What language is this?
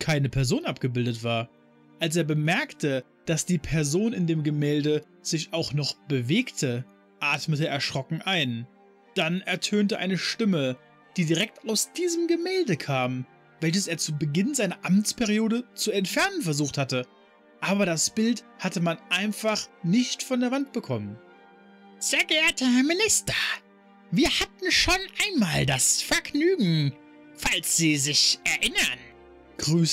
German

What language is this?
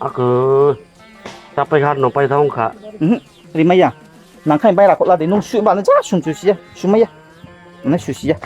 Riang (India)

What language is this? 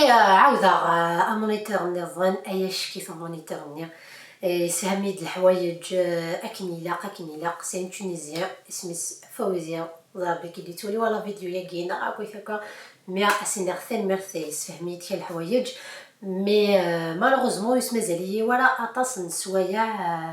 Kabyle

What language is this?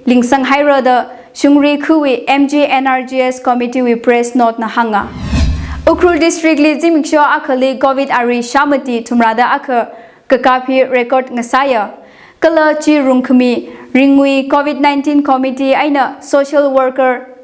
Tangkhul Naga (India)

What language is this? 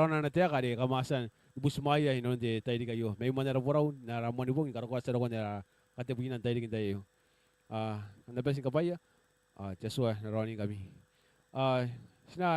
Gilbertese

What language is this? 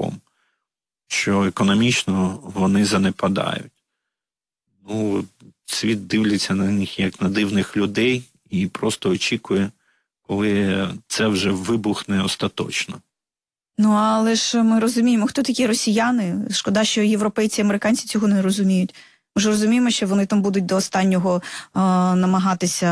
Ukrainian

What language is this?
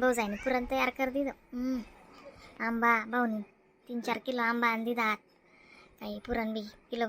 Khandesi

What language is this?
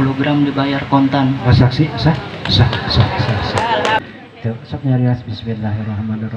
Sundanese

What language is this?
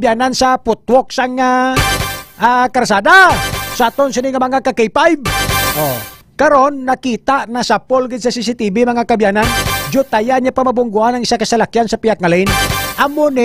Hiligaynon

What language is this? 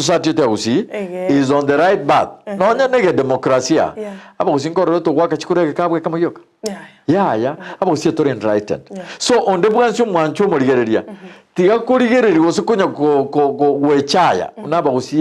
Gusii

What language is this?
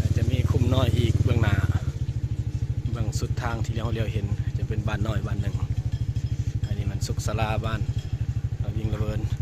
Lao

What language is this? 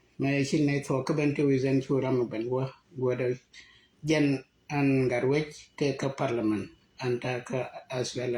Nuer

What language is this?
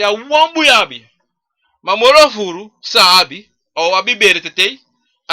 Sranan Tongo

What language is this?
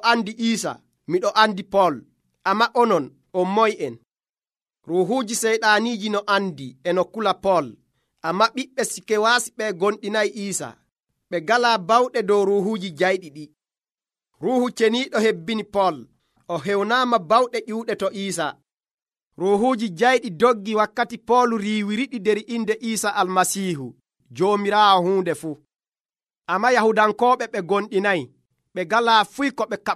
Nigerian Fulfulde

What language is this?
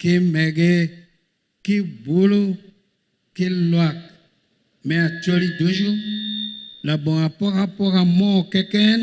Acoli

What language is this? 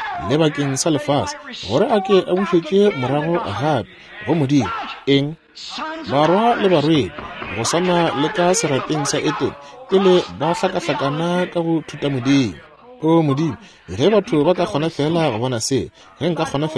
Northern Sotho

